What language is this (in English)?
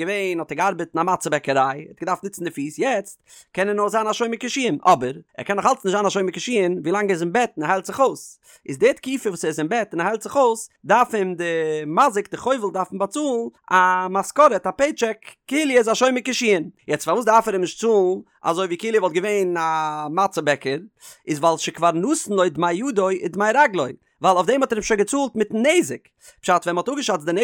Yiddish